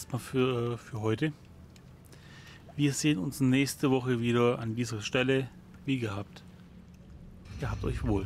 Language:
German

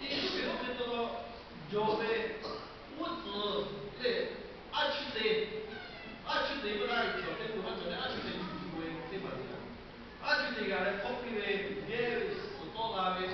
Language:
Lahu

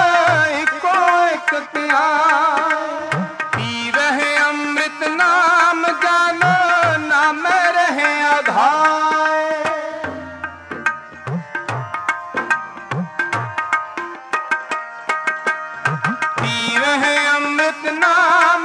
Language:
Punjabi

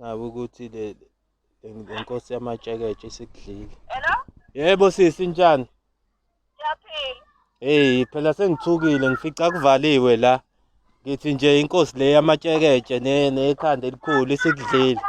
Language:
Zulu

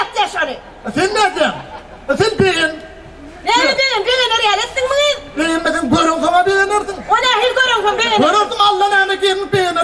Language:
Turkmen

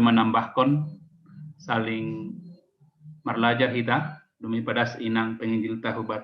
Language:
Batak Simalungun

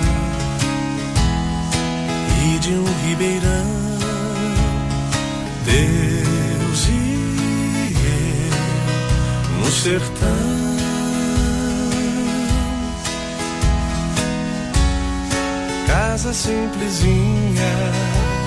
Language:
Portuguese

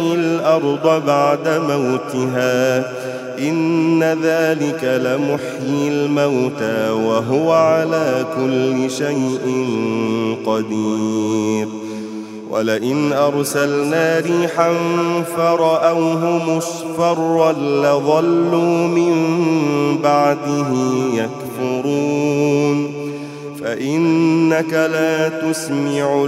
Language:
Arabic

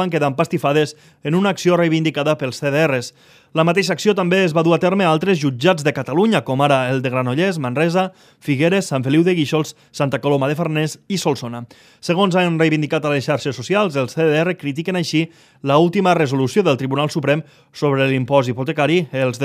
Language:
Catalan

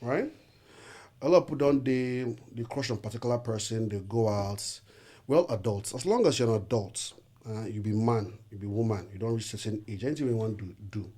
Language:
Nigerian Pidgin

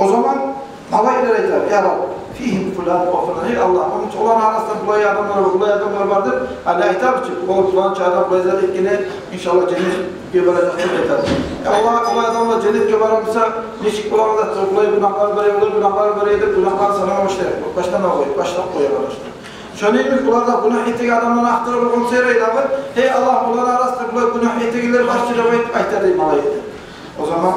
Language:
Kumyk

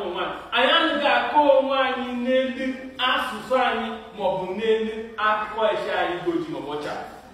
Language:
Igbo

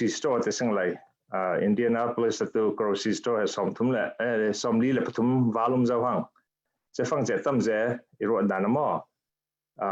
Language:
Falam Chin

